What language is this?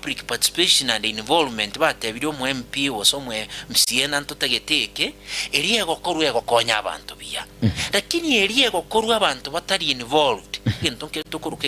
Gusii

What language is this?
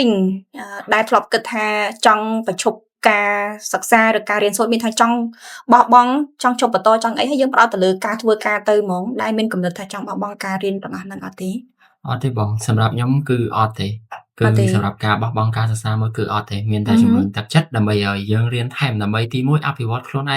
Khmer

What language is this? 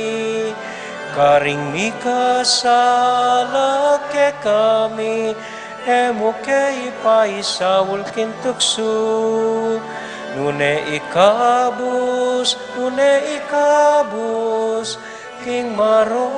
Pampanga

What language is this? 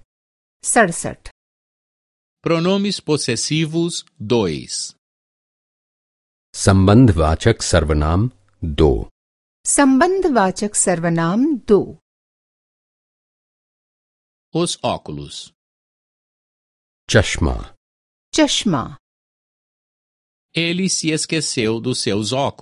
Hindi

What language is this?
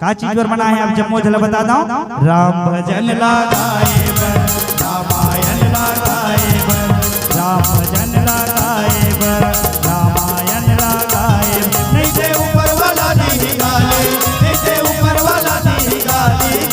Chhattisgarhi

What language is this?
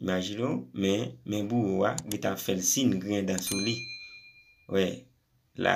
Haitian Creole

